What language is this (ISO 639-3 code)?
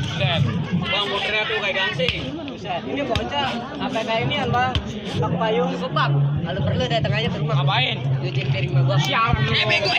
bew